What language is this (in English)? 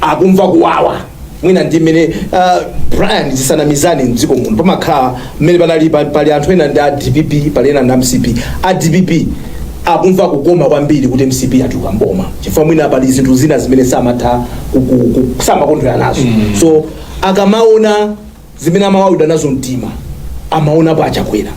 Nyanja